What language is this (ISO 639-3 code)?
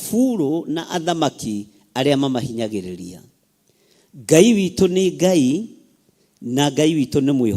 kik